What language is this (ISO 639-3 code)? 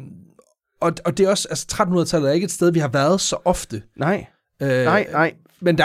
dan